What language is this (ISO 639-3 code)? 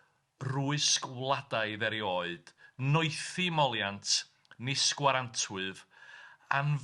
cym